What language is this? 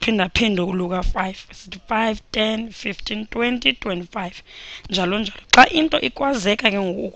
Xhosa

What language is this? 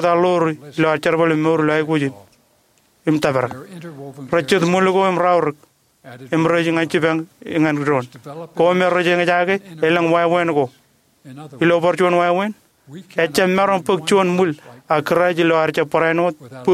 Marshallese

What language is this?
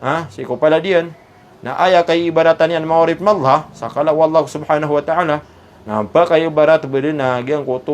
Maranao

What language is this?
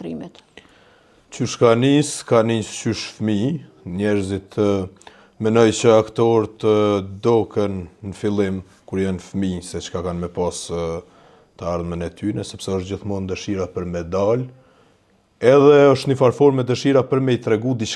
Albanian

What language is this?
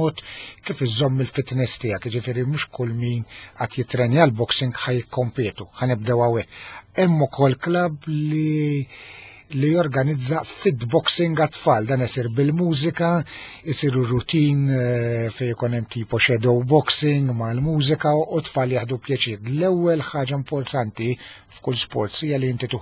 Maltese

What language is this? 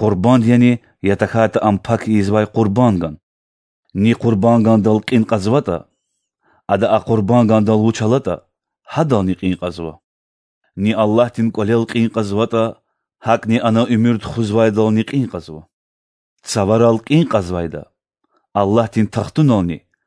Lezghian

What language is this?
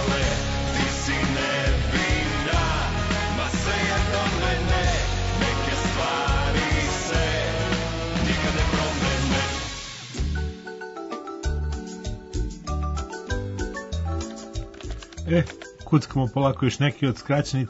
Serbian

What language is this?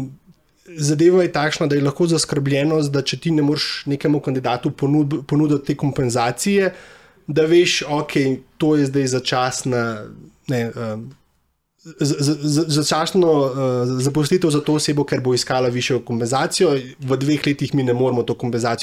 Slovenian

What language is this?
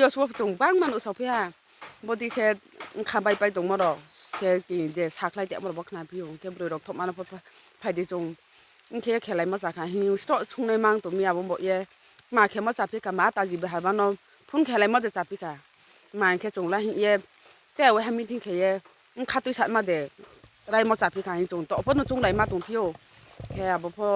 Riang (India)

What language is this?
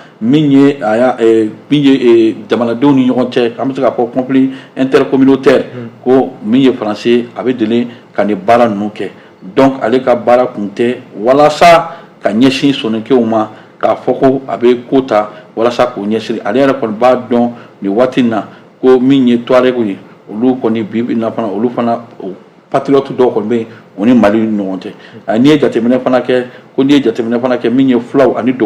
Bambara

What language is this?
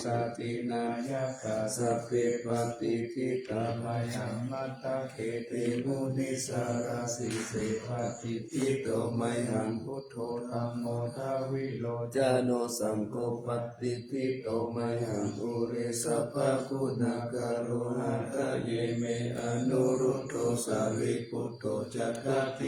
Pali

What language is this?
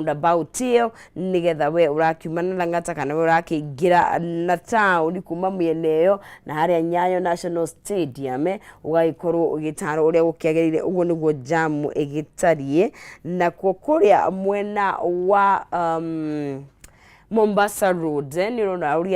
Kikuyu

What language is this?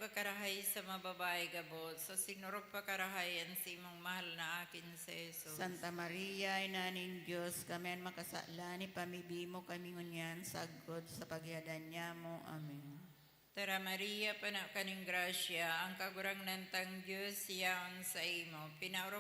Bikol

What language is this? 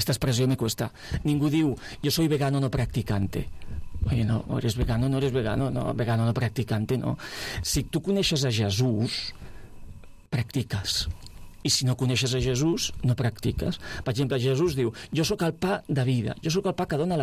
Catalan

